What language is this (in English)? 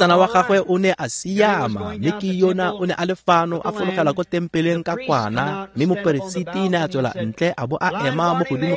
Tswana